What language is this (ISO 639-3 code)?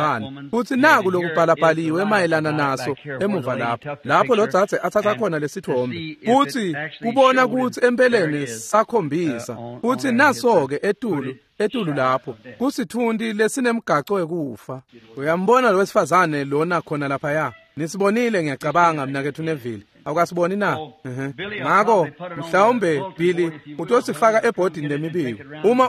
ssw